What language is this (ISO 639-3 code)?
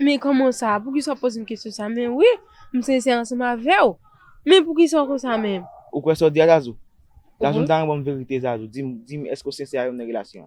hat